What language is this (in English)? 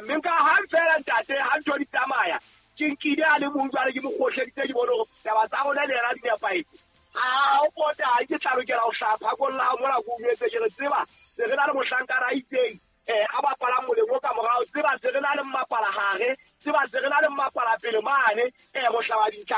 Southern Sotho